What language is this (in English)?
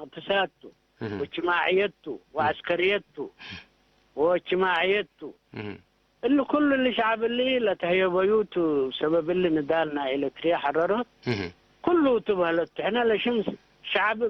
Tigre